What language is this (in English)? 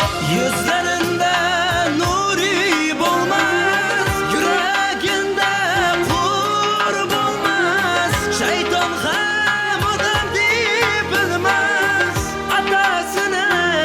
Turkmen